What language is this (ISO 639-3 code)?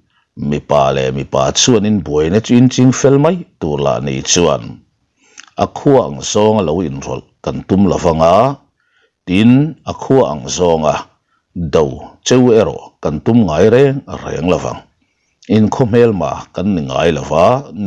lus